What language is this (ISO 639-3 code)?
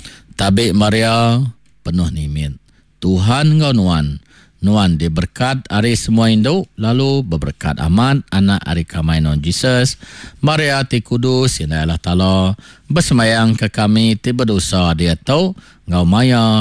iba